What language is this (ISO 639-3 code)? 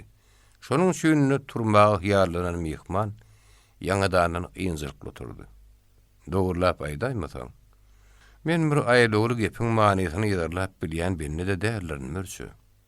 tuk